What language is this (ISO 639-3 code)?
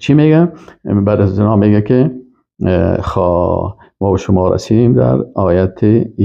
fas